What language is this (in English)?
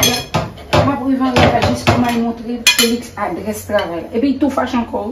Haitian Creole